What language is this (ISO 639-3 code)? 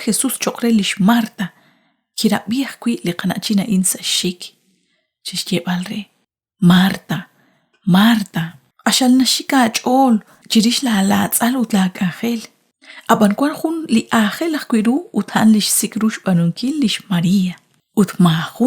kek